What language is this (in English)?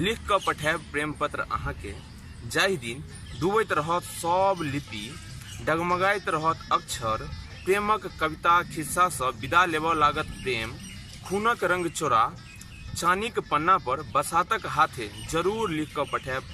Maithili